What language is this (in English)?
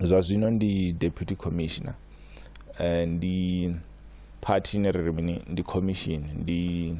Venda